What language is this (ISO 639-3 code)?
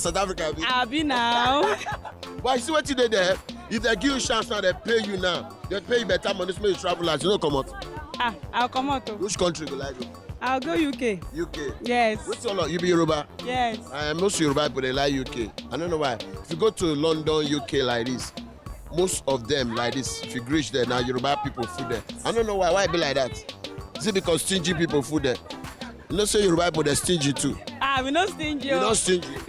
pcm